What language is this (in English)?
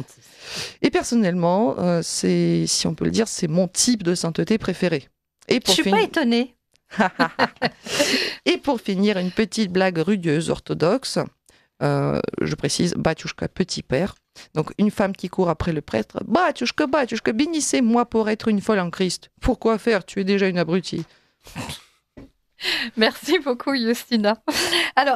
French